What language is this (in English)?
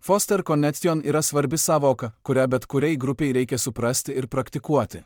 Lithuanian